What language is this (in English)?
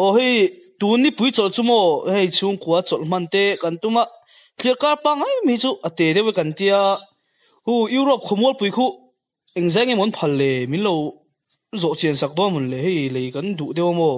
Mizo